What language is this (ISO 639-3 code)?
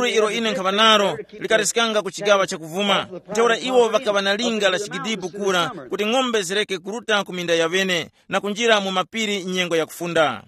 tum